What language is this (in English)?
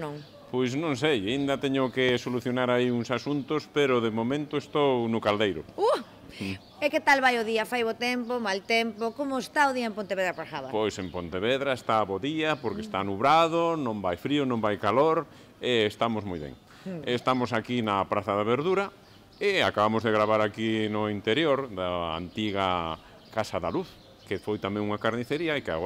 Galician